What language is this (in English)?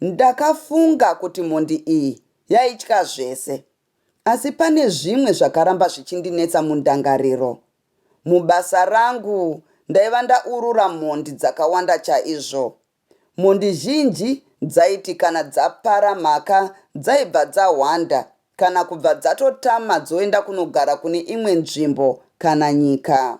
Shona